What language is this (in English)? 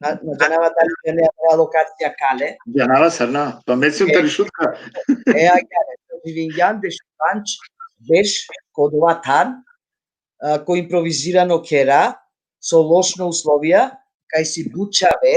Balkan Romani